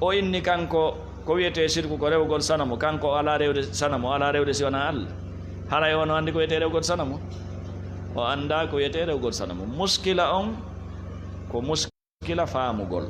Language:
Fula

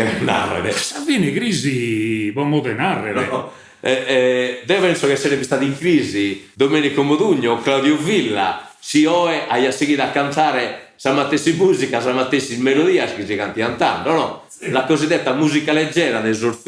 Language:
Sardinian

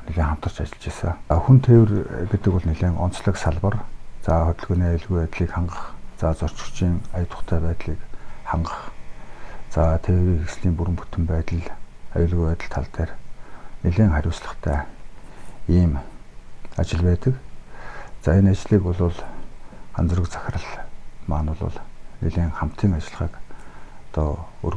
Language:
Mongolian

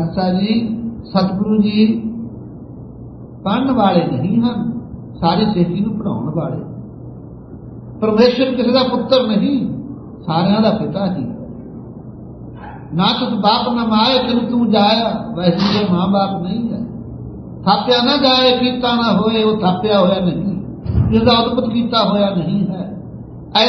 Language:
Punjabi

